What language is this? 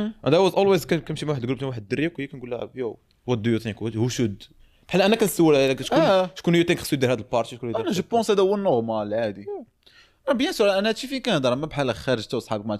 Moroccan Arabic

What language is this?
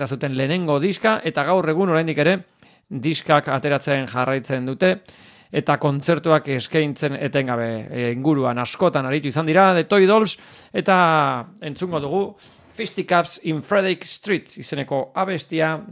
Basque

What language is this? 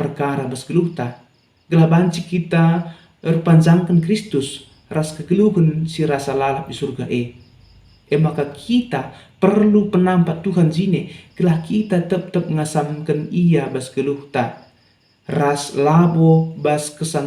Batak Karo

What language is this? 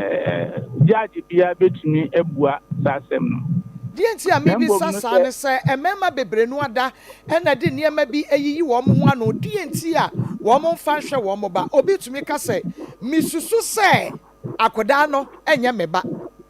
Akan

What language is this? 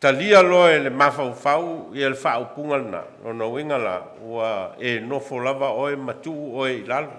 Samoan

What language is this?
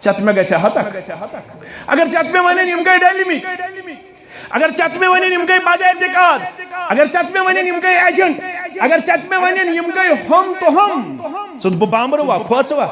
Kashmiri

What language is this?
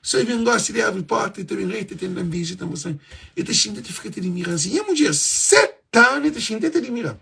Kabuverdianu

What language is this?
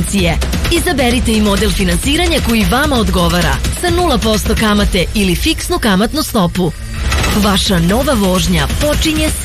Serbian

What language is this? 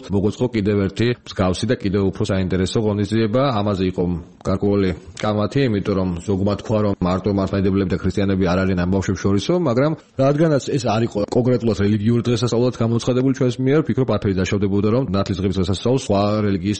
Georgian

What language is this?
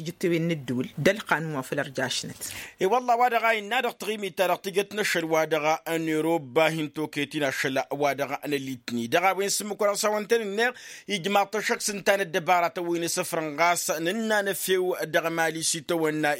Tamasheq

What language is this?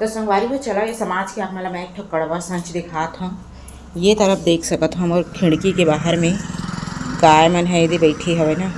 Chhattisgarhi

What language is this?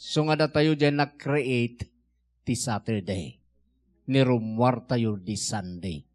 Iloko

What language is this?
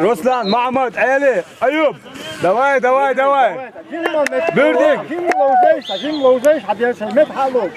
Chechen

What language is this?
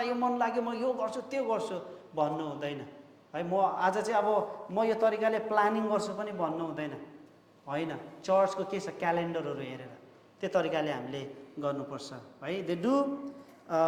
Nepali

